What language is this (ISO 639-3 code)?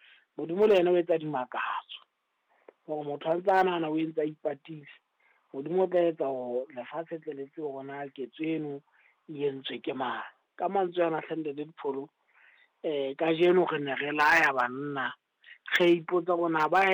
sot